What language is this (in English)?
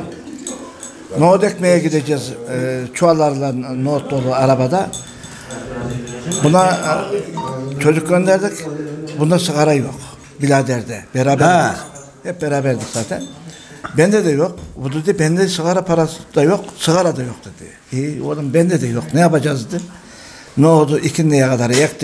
Turkish